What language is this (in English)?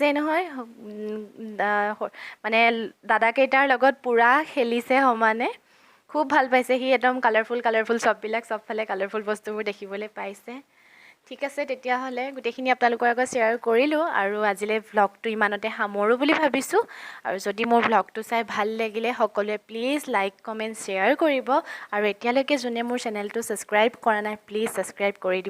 Assamese